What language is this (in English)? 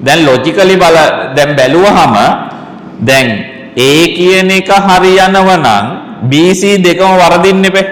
Sinhala